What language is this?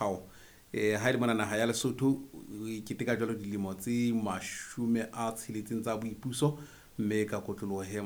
Southern Sotho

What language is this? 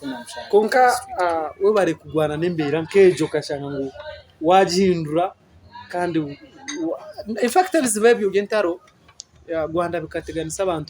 Nyankole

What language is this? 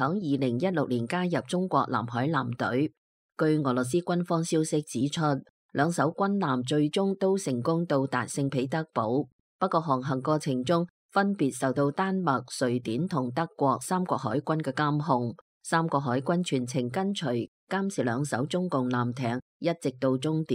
Cantonese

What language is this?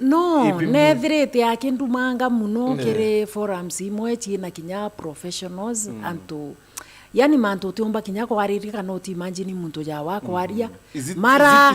Meru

